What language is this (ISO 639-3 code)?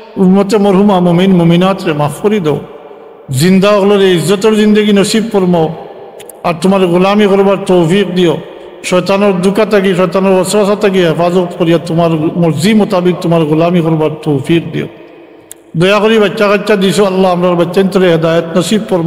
syl